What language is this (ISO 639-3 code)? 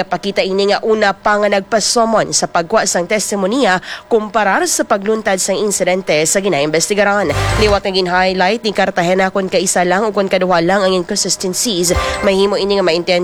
hil